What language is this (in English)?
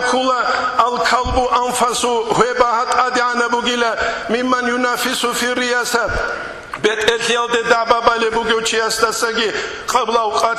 Avaric